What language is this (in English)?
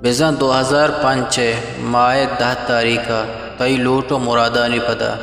Eastern Balochi